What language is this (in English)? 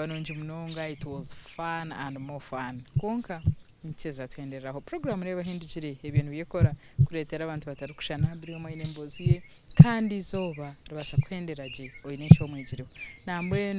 Nyankole